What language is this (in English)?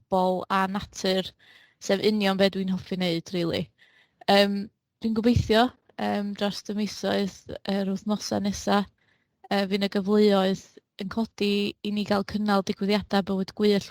Welsh